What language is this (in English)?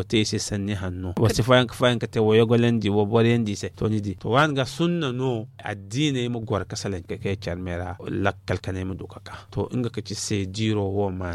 Zarma